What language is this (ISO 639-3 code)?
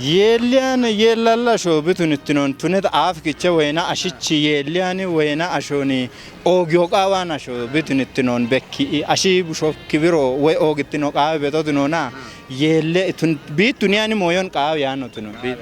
kbr